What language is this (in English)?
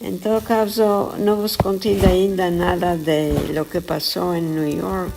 Ladino